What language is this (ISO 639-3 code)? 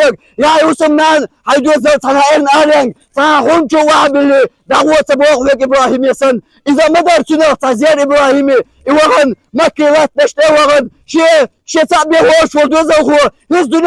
che